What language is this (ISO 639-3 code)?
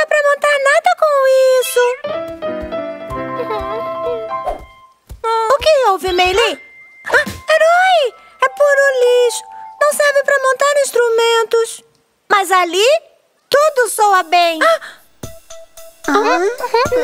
por